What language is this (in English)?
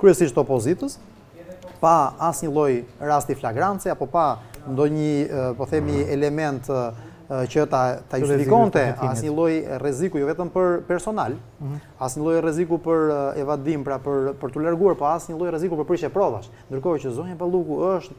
Albanian